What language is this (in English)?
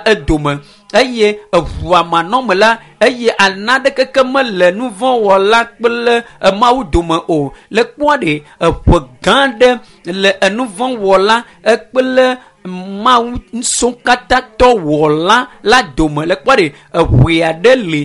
Ewe